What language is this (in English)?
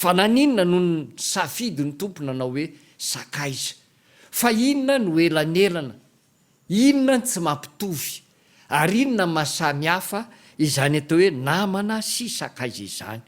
Malagasy